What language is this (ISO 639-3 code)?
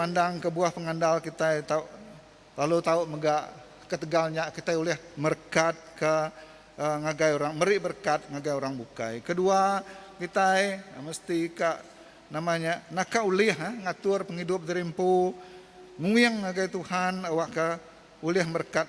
iba